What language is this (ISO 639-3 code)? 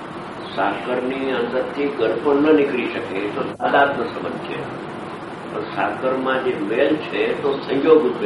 guj